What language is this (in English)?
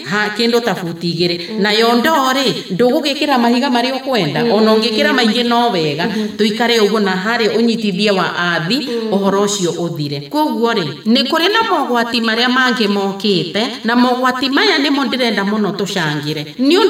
Kikuyu